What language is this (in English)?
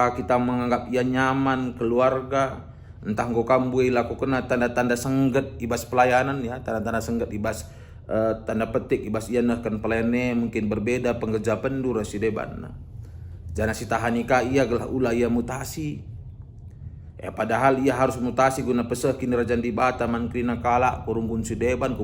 Batak Karo